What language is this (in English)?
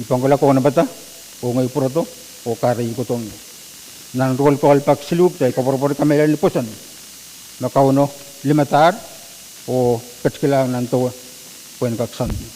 Pohnpeian